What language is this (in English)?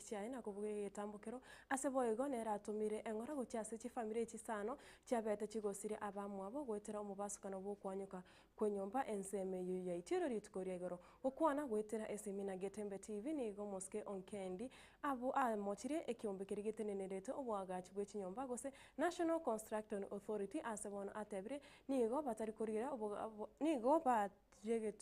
Gusii